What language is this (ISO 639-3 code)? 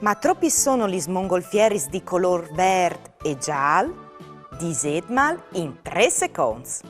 fur